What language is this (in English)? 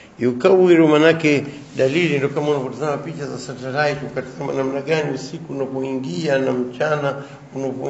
Swahili